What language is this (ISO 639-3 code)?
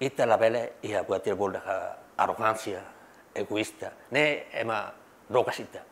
tet